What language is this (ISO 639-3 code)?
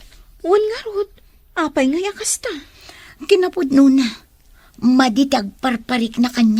ilo